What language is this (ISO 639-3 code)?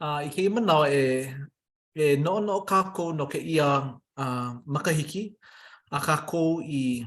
haw